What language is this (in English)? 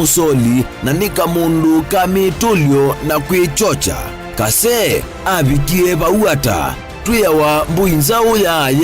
Kamba